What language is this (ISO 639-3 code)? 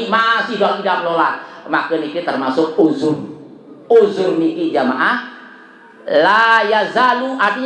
sas